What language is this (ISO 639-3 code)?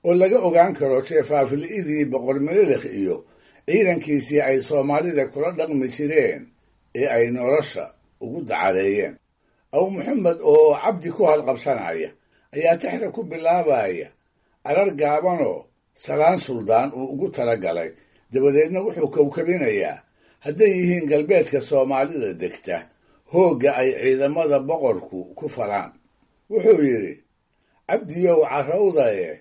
som